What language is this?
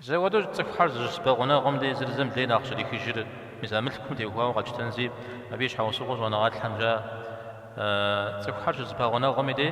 Kabardian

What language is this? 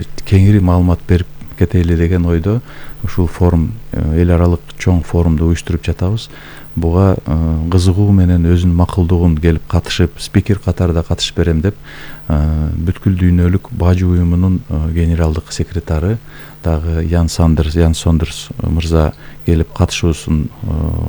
Kyrgyz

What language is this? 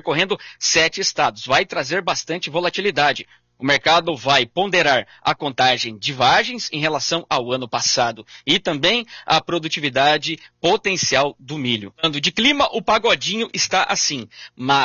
Portuguese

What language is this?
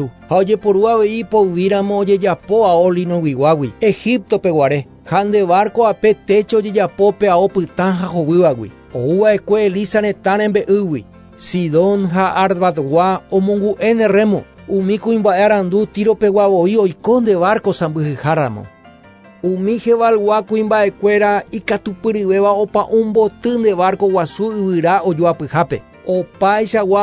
Guarani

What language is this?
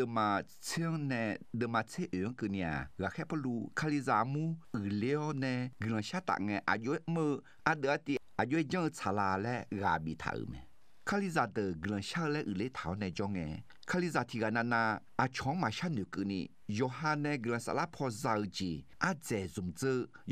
Akha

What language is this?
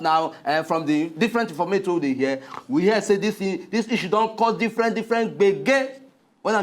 Nigerian Pidgin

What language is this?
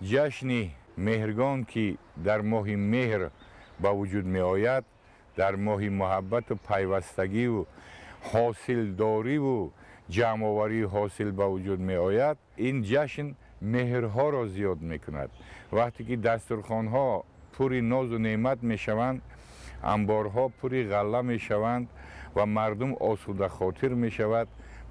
Tajik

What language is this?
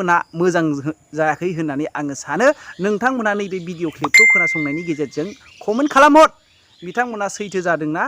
Bodo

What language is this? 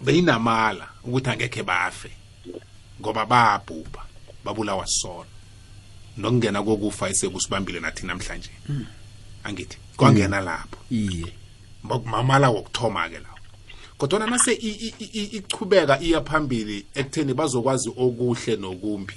South Ndebele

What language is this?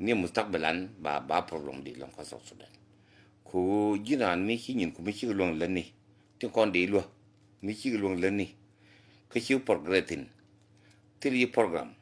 Nuer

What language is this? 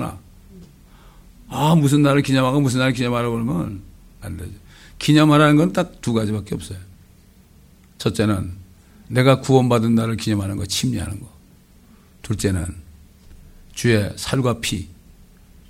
Korean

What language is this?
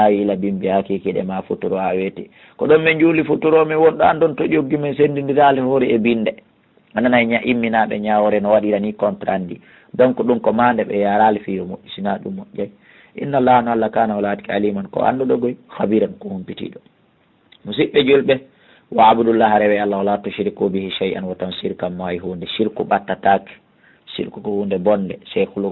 Fula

